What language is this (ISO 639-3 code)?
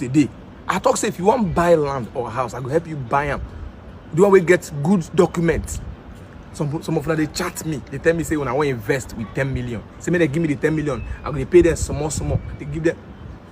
pcm